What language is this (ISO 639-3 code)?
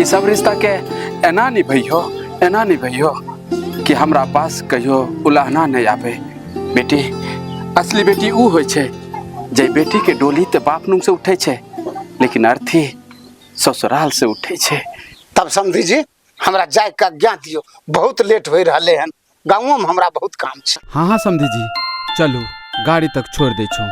mai